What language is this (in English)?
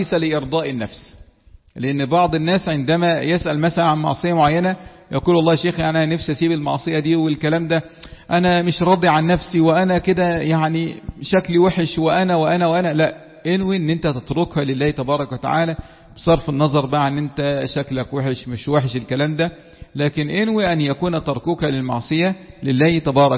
Egyptian Arabic